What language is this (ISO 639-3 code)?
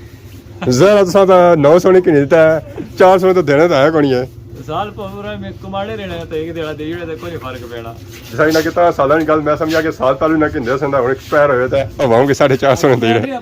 phr